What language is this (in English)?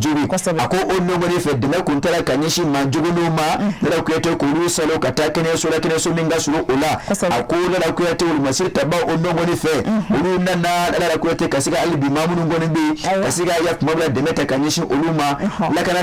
Bambara